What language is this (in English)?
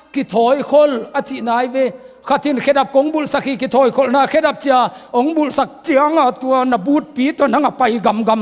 Tedim Chin